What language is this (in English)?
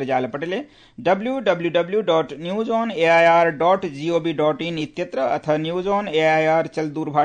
Sanskrit